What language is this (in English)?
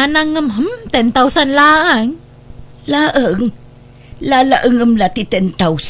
Iloko